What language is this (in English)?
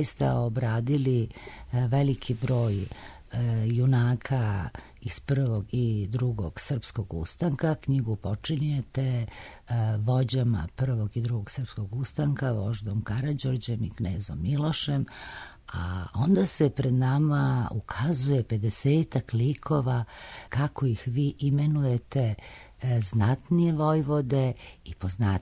Serbian